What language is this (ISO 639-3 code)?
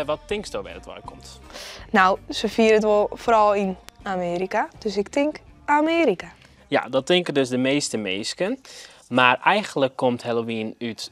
fry